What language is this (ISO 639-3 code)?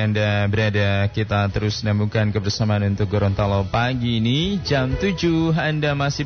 ind